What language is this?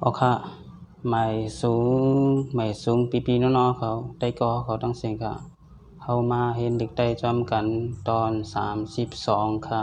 Shan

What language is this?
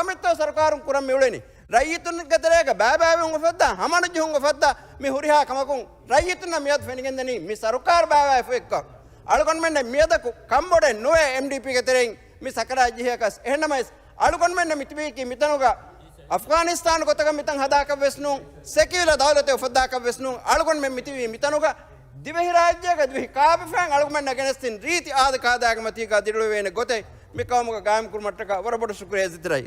Divehi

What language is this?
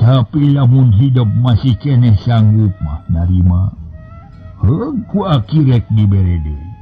Sundanese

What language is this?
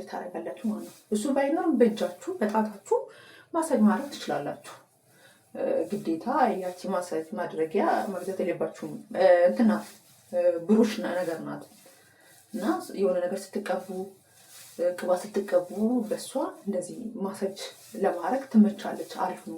Amharic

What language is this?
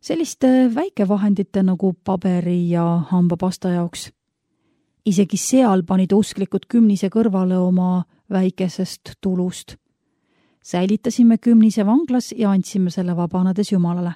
Estonian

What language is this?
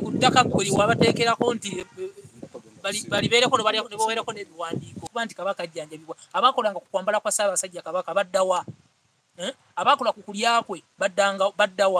Ganda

